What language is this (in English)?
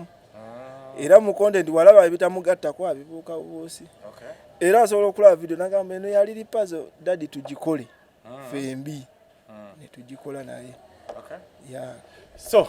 Ganda